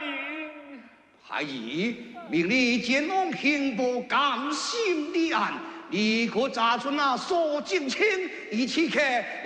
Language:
Min Nan Chinese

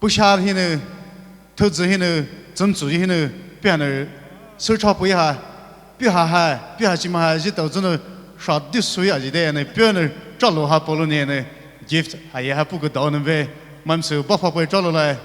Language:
Poumei Naga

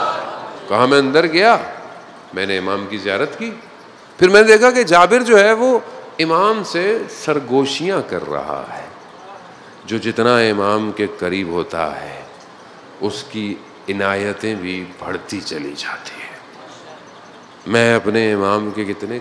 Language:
Urdu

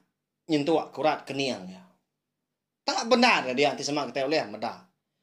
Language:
Iban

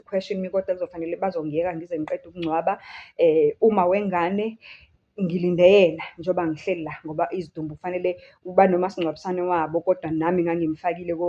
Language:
Zulu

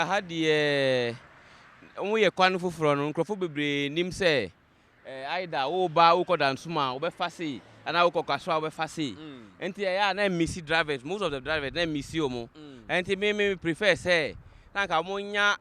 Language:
Akan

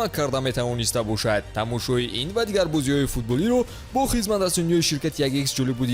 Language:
Tajik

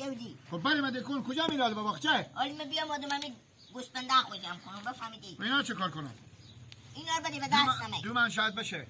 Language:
Hazaragi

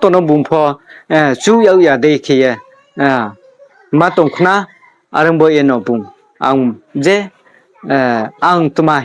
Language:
Riang (India)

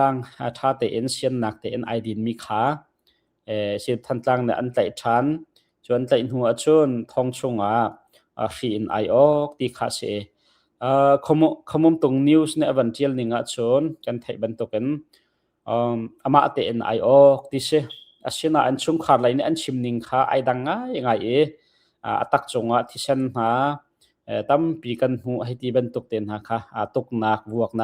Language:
Hakha Chin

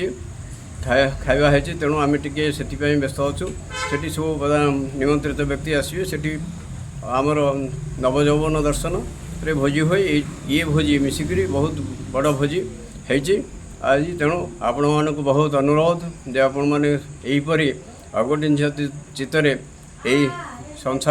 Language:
Odia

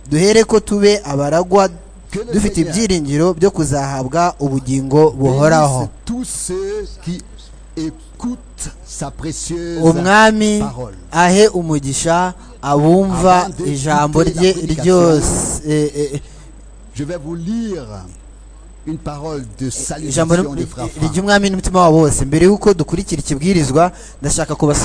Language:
Kinyarwanda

